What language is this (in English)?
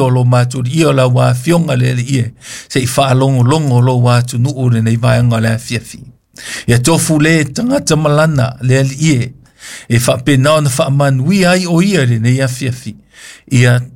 Samoan